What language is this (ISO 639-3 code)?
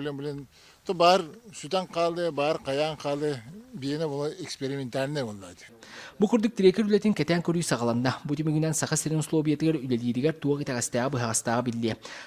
sah